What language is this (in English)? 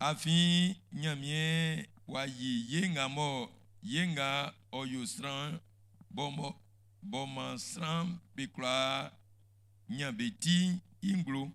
Baoulé